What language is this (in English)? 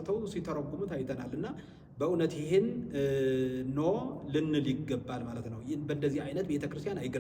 Amharic